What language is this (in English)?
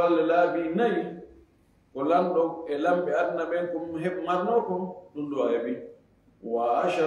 Fula